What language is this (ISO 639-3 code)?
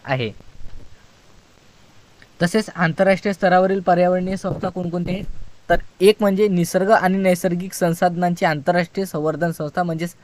mar